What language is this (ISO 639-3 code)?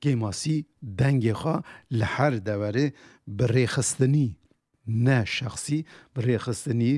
kur